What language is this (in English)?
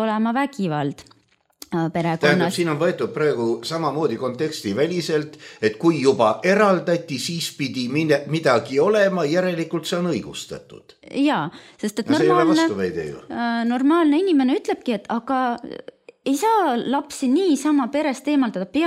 Estonian